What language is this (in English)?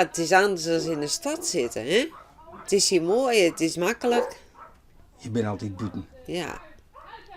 Western Frisian